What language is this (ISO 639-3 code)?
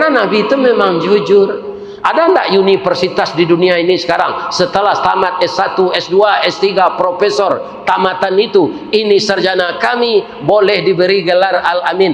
min